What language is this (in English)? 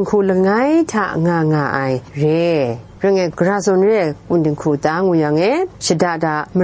Kachin